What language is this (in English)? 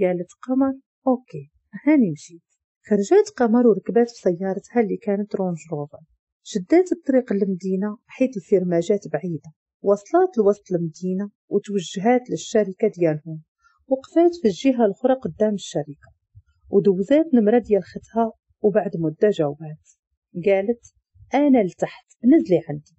Moroccan Arabic